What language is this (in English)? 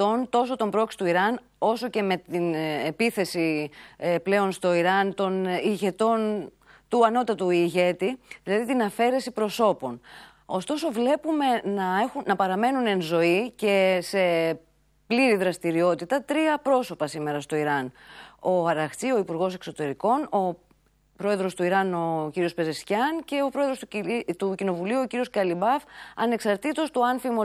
Greek